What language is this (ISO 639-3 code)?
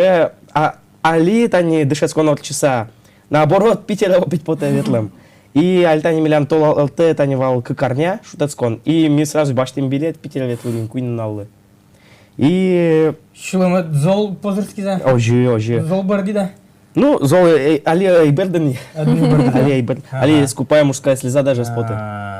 udm